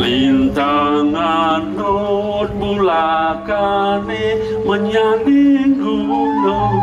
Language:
Balinese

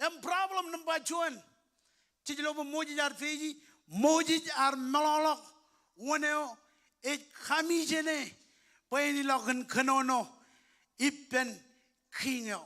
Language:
Marshallese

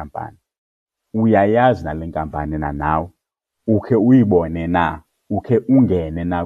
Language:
Xhosa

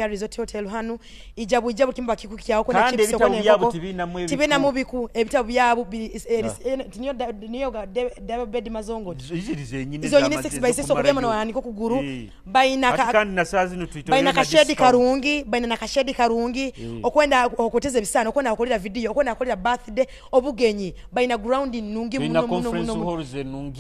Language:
Nyoro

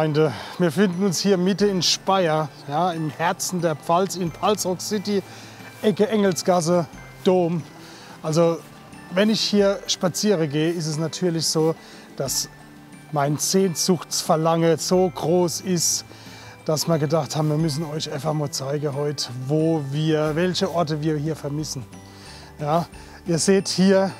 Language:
Palatine German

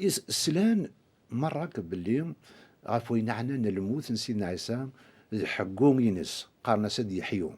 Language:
Kabyle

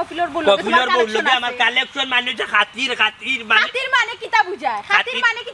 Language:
Sylheti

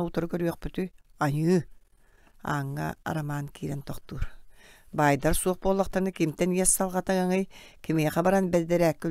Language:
Yakut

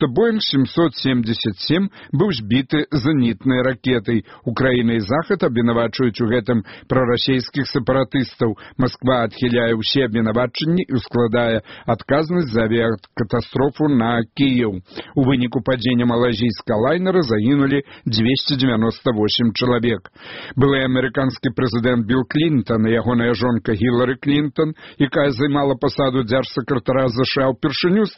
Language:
Belarusian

